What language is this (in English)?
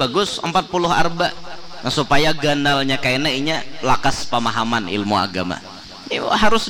Banjar